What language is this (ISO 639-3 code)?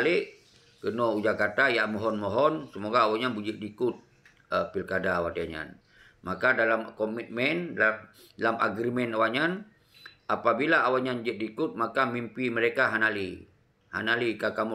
ace